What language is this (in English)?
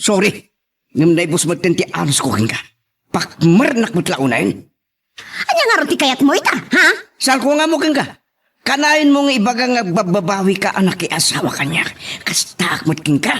Iloko